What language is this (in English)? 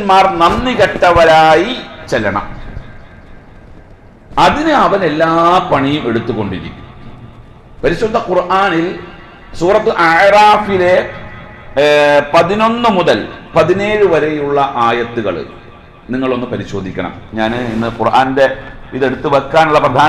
Malayalam